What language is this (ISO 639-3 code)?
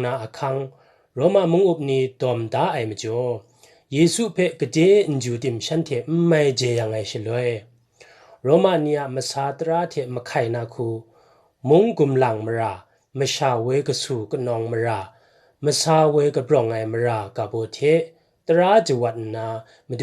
kac